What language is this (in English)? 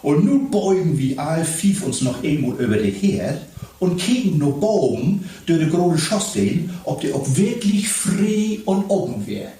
Low German